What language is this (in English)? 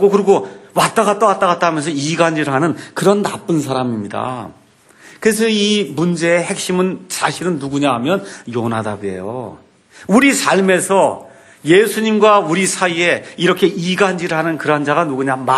Korean